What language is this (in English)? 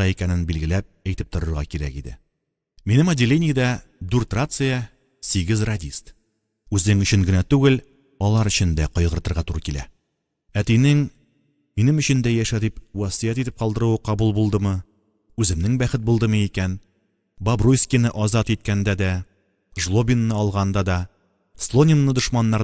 Tatar